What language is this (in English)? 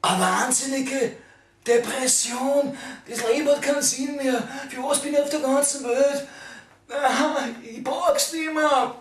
Bavarian